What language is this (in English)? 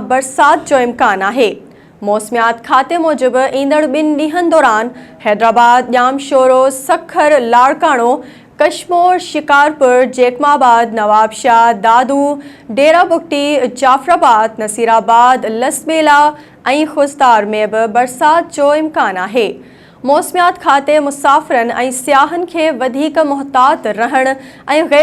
Sindhi